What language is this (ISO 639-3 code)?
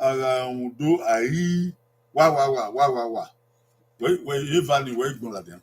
bin